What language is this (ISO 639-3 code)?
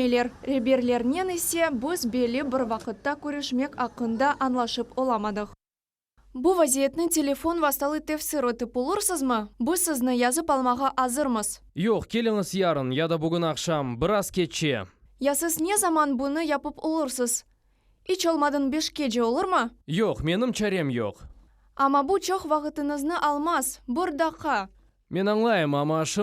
crh